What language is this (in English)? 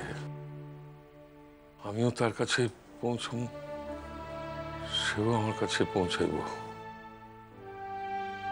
Bangla